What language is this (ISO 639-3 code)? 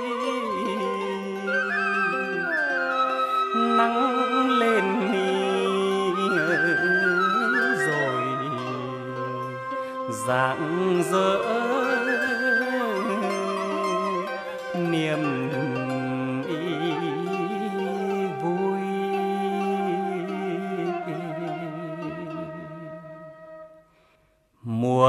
vie